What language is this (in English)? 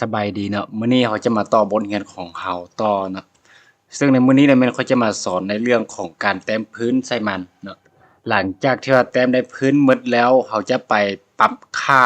Lao